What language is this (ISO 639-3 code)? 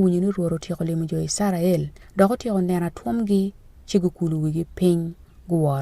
ach